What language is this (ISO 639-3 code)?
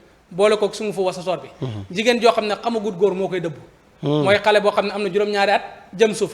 wol